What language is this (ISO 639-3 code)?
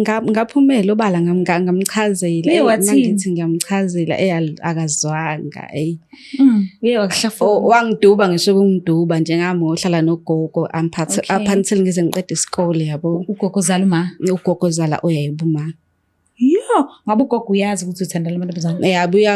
zul